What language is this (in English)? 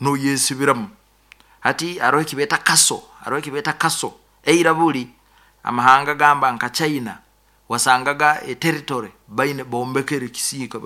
Nyoro